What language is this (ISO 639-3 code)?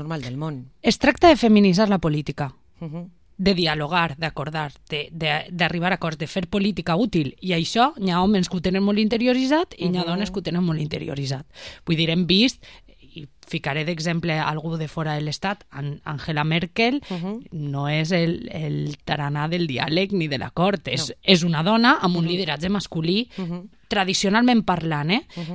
cat